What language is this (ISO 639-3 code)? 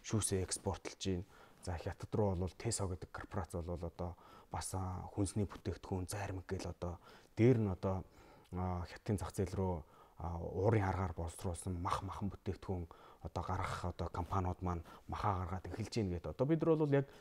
mon